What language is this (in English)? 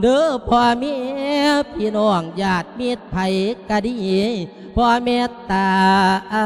Lao